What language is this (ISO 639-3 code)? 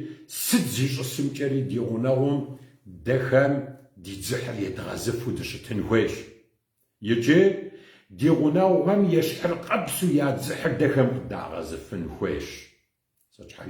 kbd